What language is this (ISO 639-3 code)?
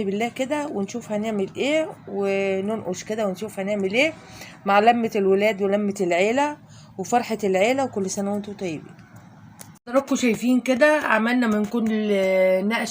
arz